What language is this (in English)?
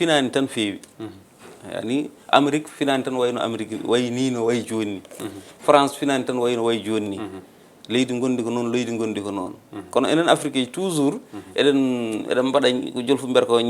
Fula